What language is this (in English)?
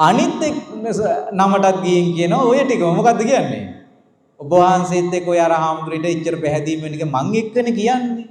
Sinhala